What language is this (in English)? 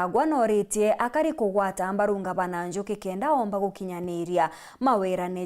Meru